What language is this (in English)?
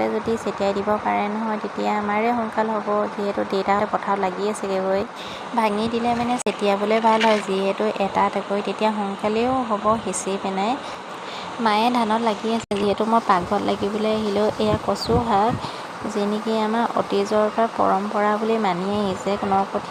Assamese